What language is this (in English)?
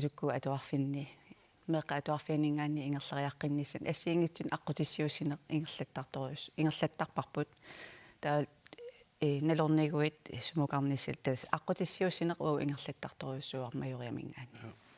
Kalaallisut